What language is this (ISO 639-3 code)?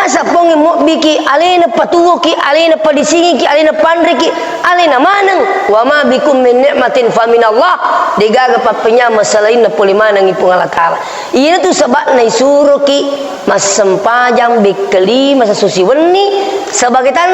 bug